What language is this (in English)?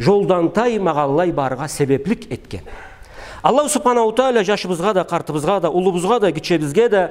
Karachay-Balkar